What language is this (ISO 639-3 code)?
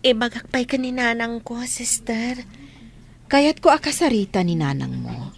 ilo